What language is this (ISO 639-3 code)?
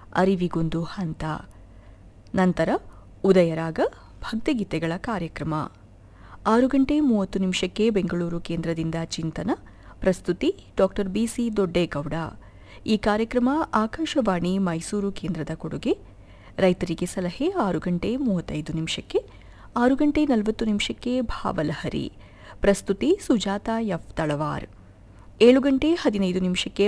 kan